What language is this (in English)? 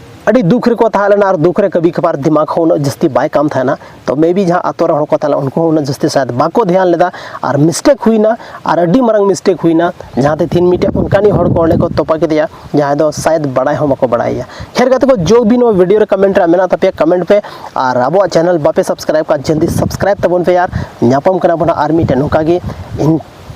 Santali